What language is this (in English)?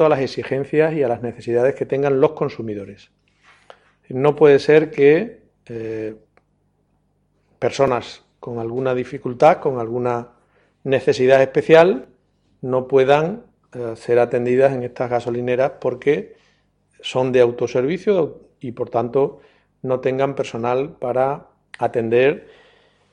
Spanish